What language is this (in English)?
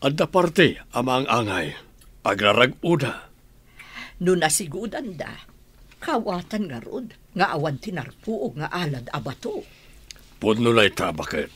Iloko